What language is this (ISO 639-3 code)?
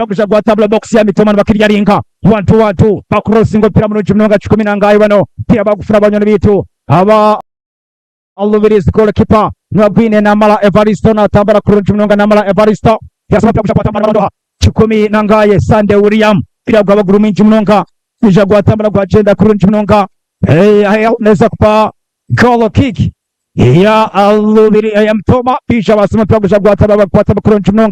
nyn